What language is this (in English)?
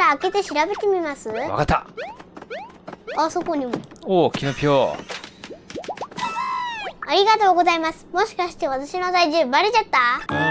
Japanese